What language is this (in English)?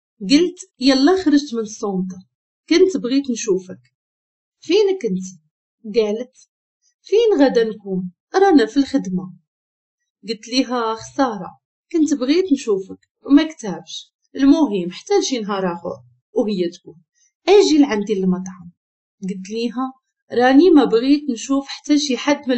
Moroccan Arabic